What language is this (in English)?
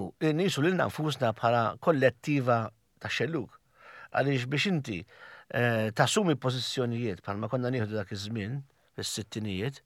Maltese